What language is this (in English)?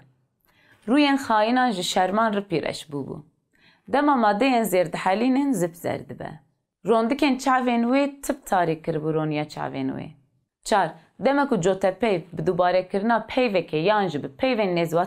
Kurdish